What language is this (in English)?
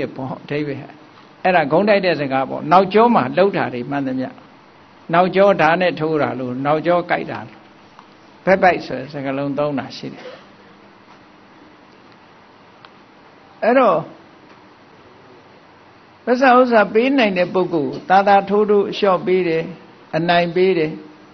Burmese